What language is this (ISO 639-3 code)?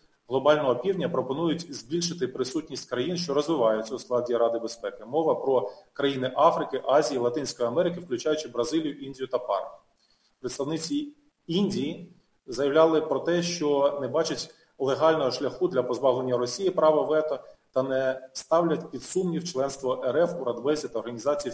ukr